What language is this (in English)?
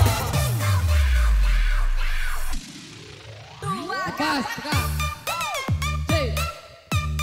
Indonesian